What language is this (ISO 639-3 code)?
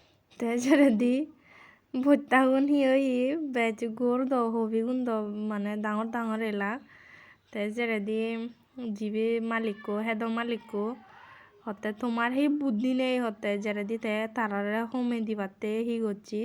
ccp